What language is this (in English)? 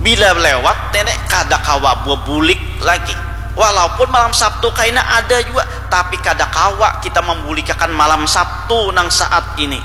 Banjar